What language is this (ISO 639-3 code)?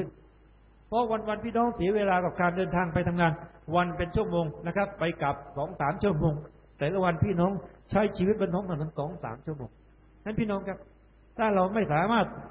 tha